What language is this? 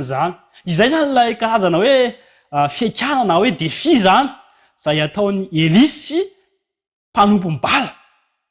Malagasy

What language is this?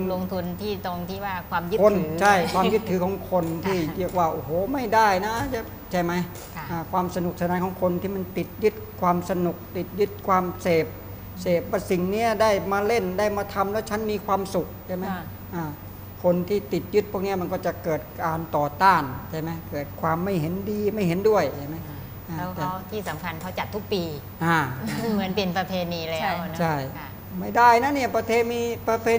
Thai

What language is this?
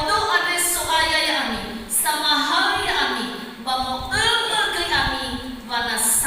Nias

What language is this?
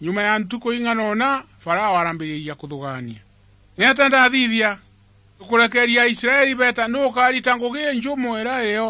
Meru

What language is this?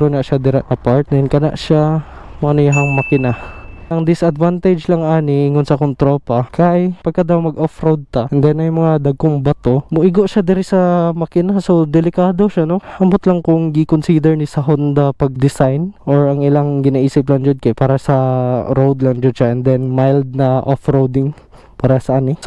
Cebuano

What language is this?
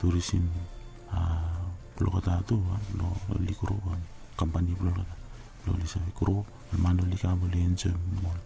Bislama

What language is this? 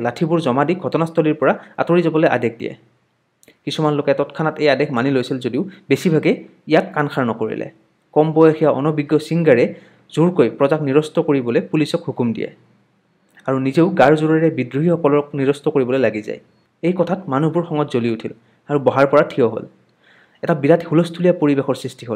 Assamese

